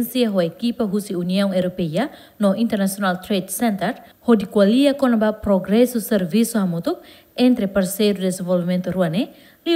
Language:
Tetum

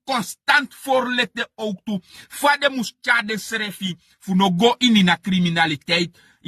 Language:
Sranan Tongo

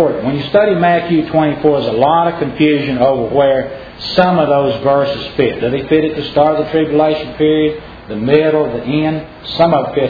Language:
English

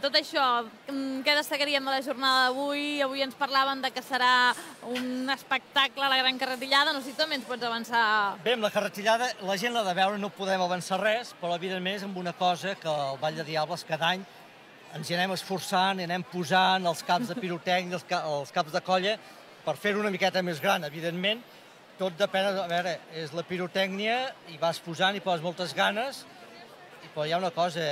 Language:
Catalan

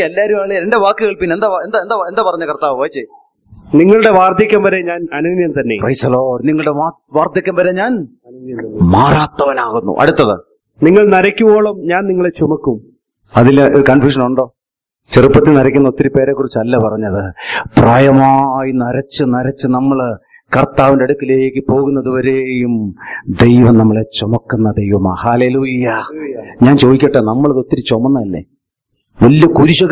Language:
Malayalam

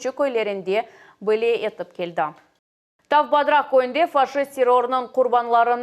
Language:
Crimean Tatar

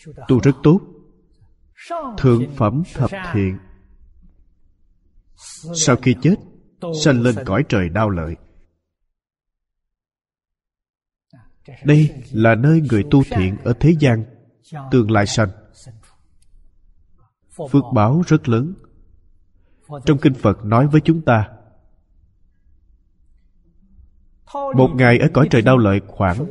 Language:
Vietnamese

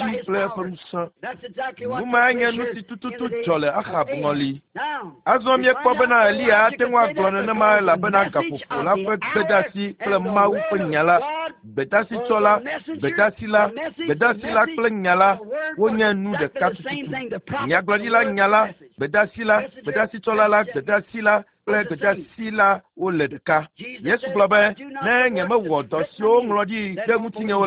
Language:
Ewe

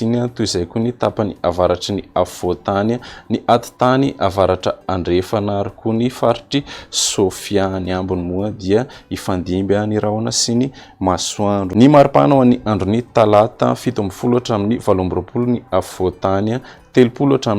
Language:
Malagasy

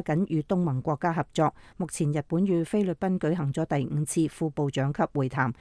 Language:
Cantonese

